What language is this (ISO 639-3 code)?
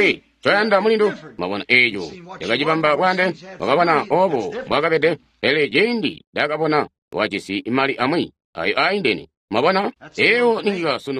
toi